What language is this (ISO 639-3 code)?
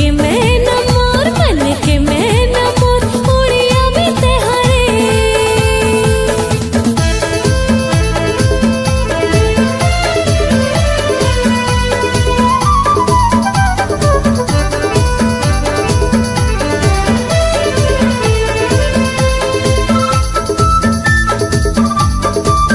hne